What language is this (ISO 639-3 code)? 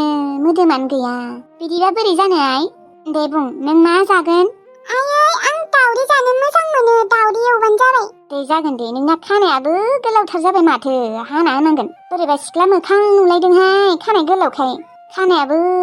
brx